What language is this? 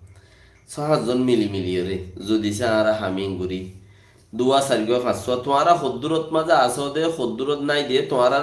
Rohingya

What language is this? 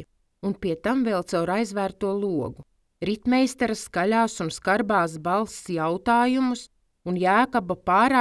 Latvian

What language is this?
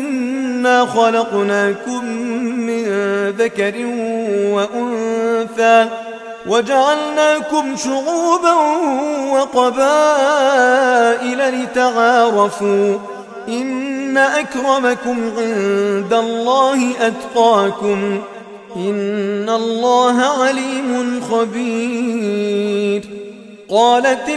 Arabic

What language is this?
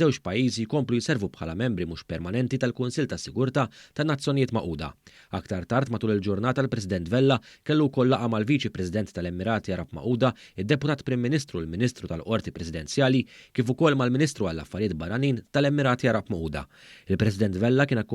Maltese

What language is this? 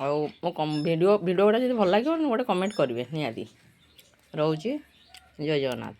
Odia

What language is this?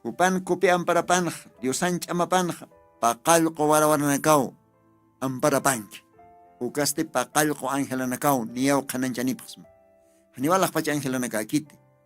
Aymara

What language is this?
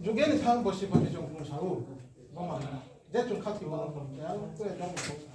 Riang (India)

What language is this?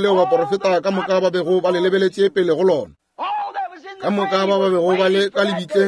Northern Sotho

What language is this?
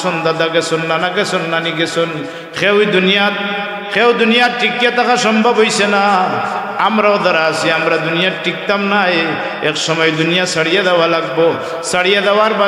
Sylheti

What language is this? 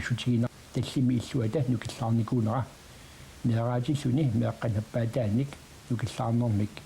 Kalaallisut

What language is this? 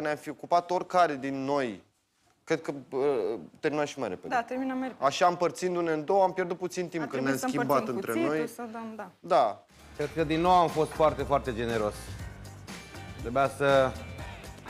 Romanian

